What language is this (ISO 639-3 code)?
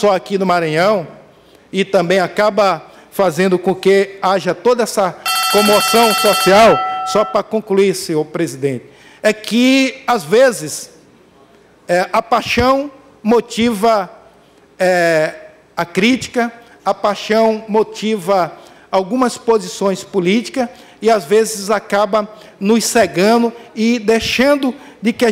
por